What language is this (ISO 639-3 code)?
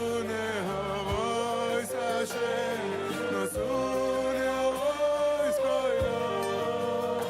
yid